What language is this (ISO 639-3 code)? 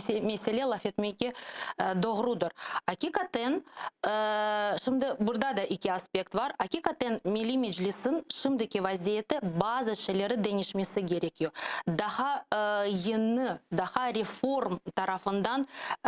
crh